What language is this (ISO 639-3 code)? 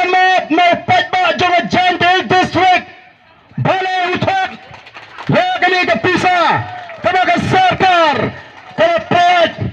kha